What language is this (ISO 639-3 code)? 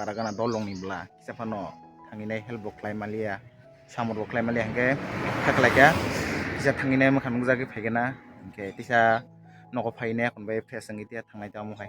trp